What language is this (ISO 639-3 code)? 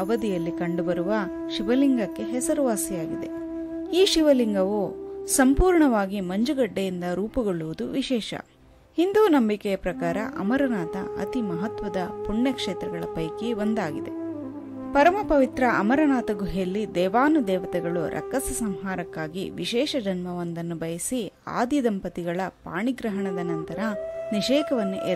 kan